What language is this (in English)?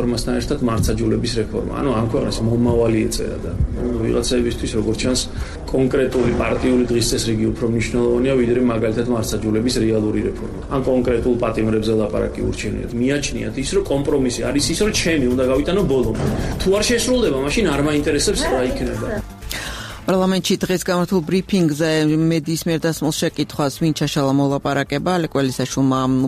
Georgian